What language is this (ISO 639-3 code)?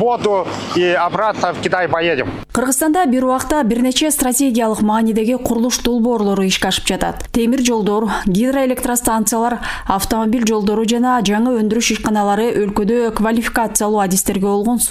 kir